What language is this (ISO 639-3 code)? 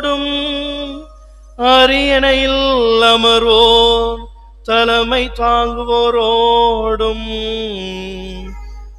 tam